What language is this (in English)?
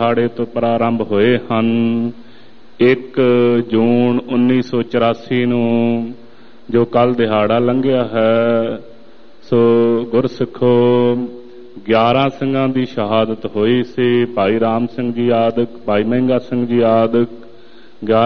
Punjabi